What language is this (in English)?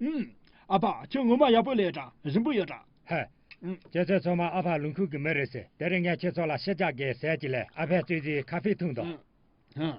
Tibetan